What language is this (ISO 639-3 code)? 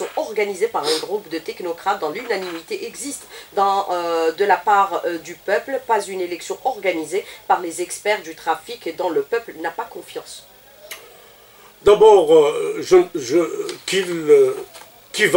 fra